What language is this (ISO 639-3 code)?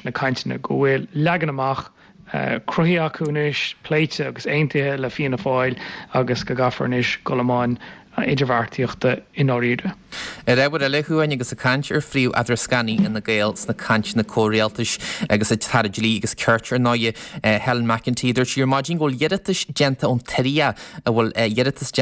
gle